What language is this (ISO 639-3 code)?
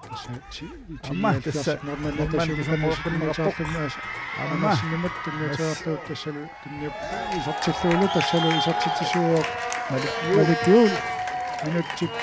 kal